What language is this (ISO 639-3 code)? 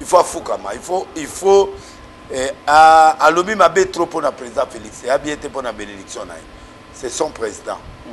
lin